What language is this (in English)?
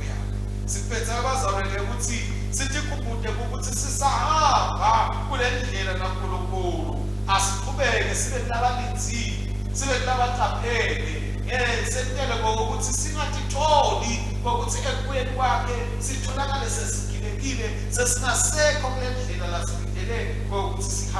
Swati